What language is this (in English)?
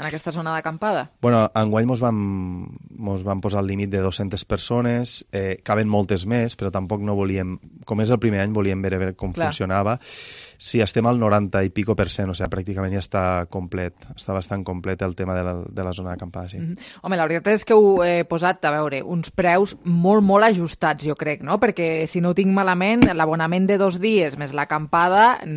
Catalan